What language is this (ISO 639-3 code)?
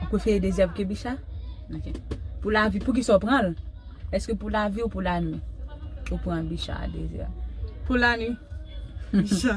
hat